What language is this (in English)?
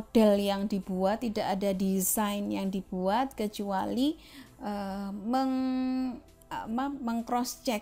Indonesian